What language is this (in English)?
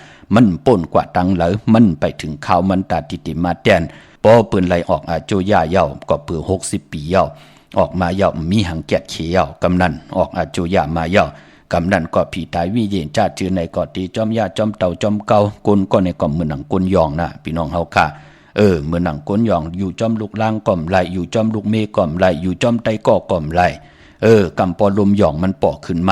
Shan